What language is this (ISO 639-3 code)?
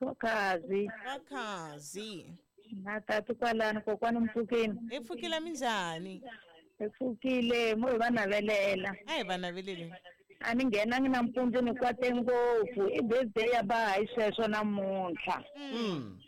tso